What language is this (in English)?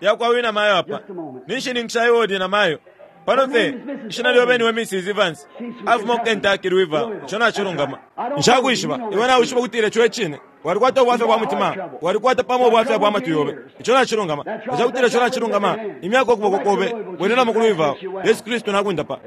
Bemba